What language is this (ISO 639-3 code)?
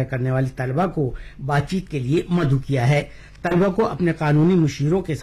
urd